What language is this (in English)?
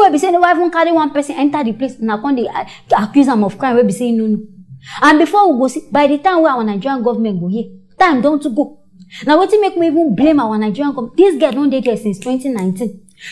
Nigerian Pidgin